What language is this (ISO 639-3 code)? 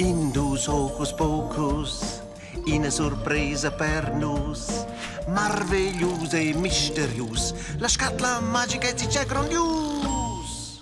roh